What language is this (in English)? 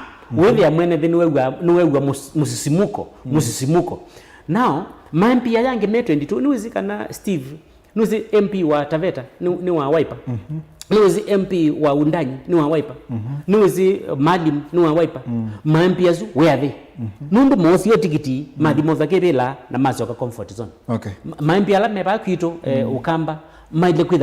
Kamba